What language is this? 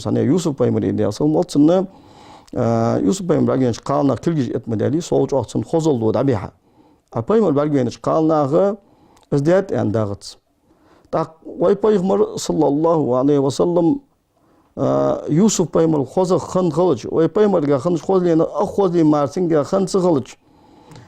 Ingush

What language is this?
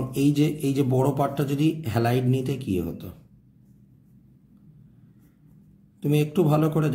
Bangla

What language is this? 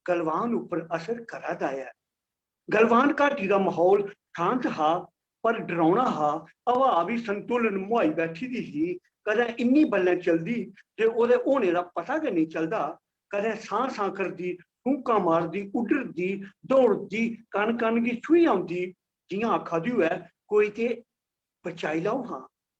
Dogri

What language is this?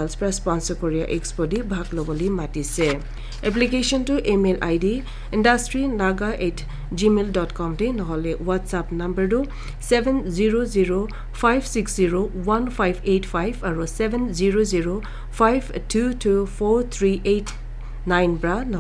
Naga Pidgin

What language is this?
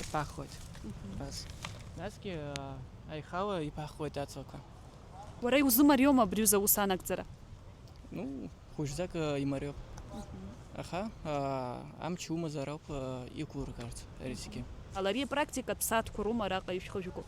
Abkhazian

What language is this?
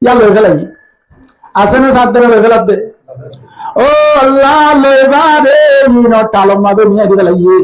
Rohingya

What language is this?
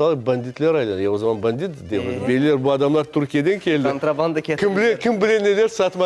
Crimean Tatar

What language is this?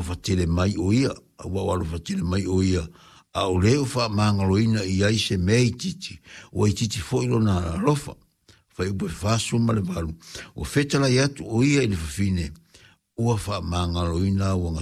Samoan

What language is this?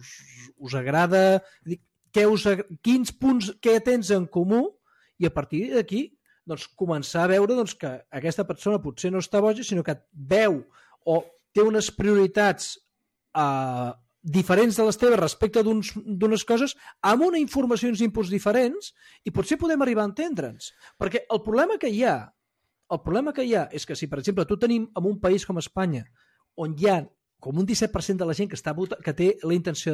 Catalan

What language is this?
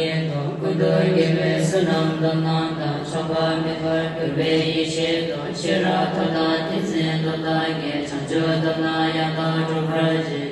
Ladakhi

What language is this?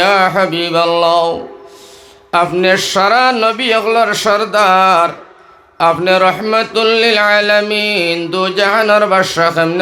Sylheti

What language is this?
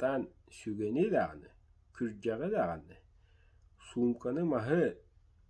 Yakut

